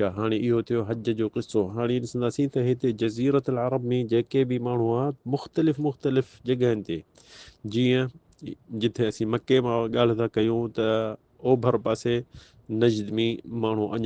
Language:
Sindhi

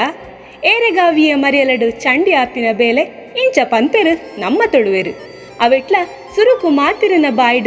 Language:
Tulu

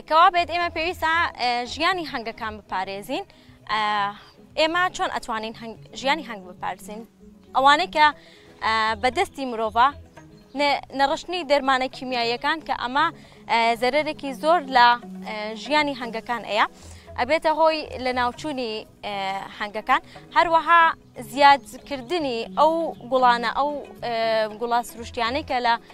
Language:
Central Kurdish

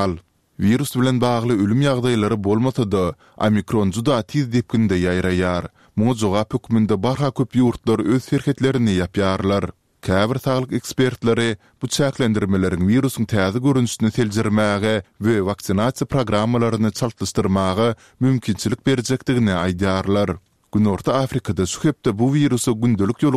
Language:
Turkmen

